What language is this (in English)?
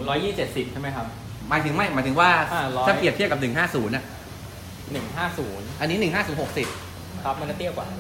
Thai